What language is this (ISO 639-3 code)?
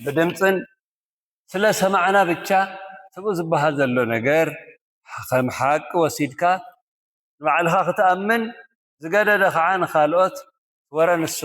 tir